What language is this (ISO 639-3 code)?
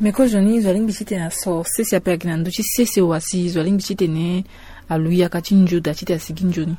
sag